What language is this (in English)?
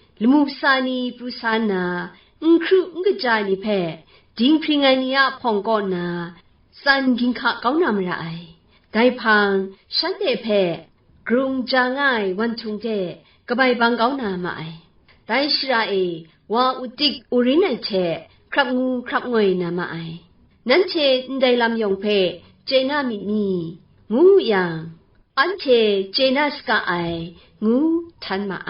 Kachin